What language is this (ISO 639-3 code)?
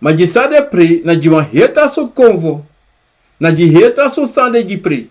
srn